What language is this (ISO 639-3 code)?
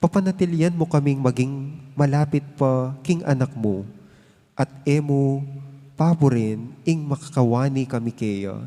pam